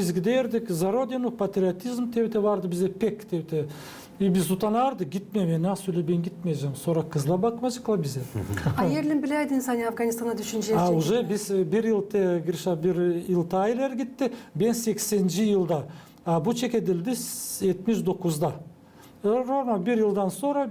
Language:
Gagauz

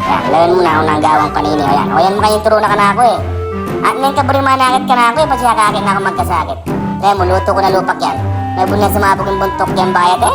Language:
Pampanga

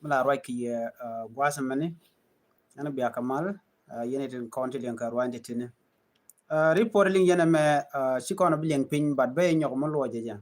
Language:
Nuer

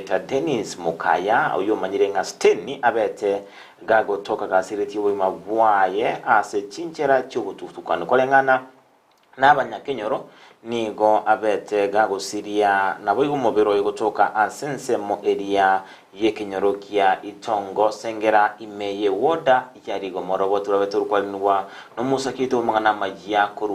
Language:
Gusii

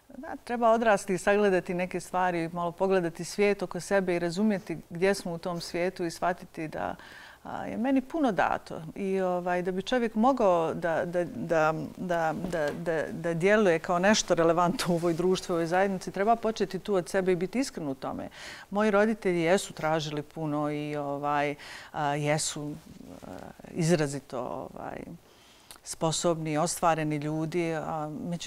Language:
Bosnian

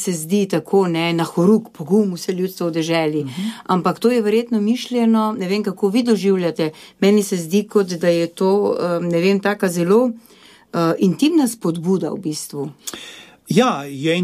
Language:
Slovenian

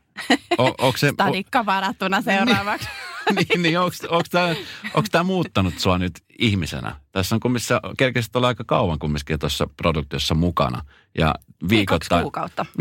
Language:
Finnish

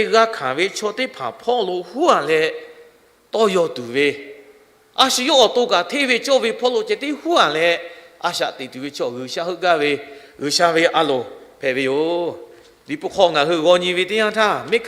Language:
Lahu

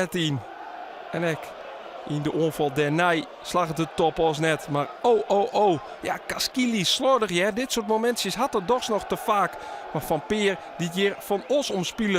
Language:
Western Frisian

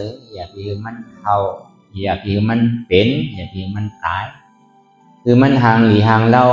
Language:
Shan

